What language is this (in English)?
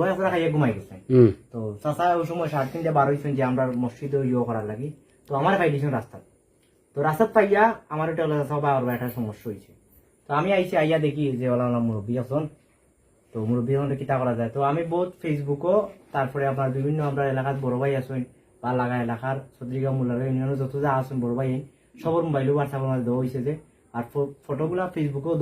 Sylheti